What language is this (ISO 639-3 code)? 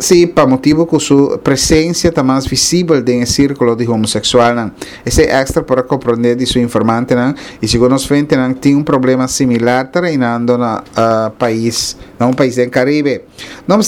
pap